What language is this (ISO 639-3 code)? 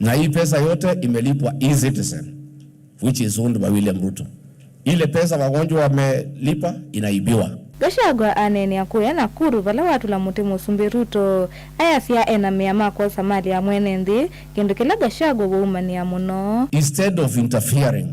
kam